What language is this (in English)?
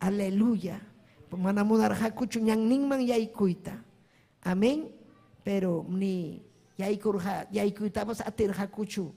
Ayacucho Quechua